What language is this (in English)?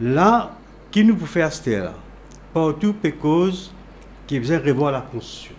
Morisyen